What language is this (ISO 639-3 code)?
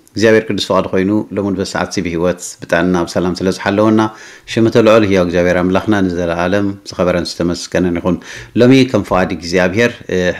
tir